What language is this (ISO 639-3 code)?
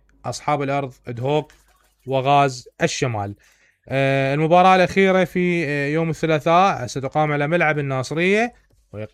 acm